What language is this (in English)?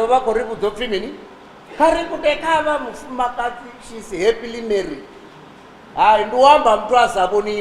Venda